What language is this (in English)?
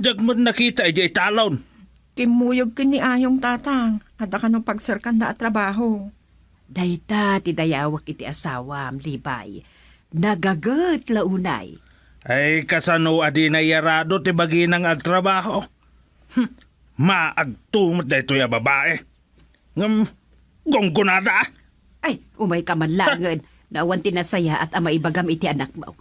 Iloko